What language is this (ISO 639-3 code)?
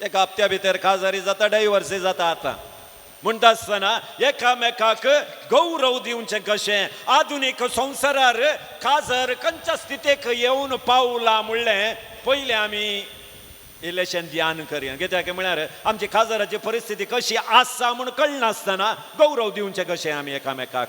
kok